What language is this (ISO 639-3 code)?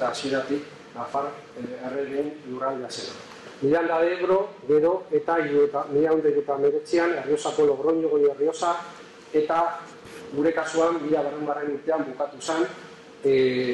eus